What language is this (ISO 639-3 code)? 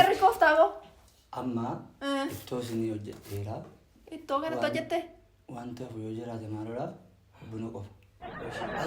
orm